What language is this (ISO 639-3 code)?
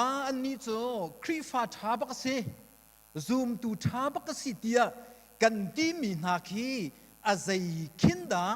cnh